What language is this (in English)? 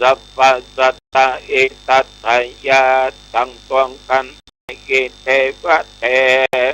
Pali